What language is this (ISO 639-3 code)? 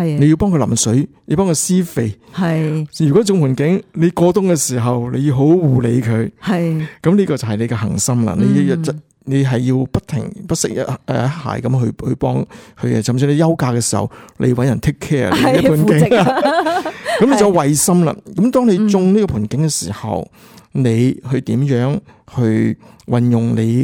yue